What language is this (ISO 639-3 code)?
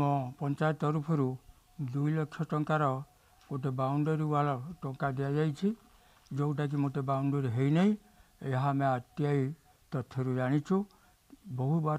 ori